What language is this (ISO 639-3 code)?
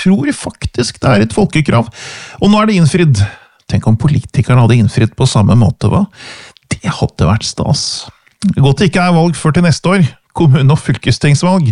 nor